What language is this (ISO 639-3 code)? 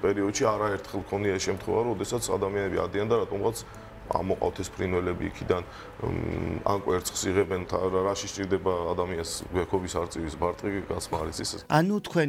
kat